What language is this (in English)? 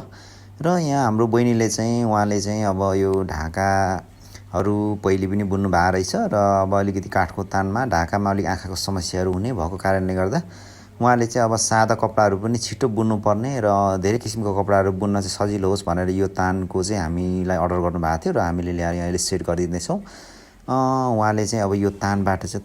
Nepali